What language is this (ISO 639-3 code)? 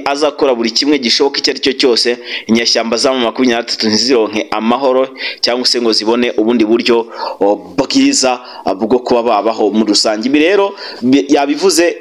kin